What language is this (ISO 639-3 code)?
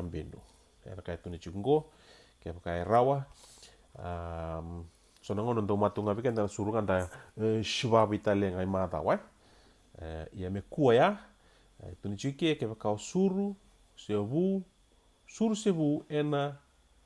fij